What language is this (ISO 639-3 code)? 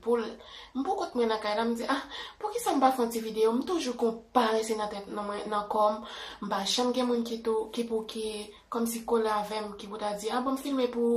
hat